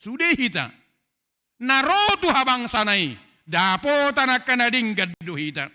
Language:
Batak Toba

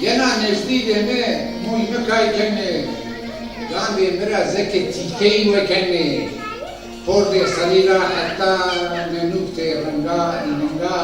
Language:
Zaza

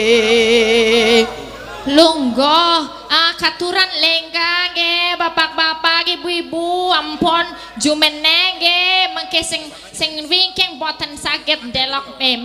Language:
Javanese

